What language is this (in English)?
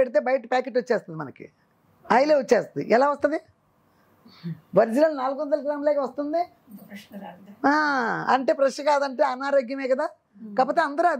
Telugu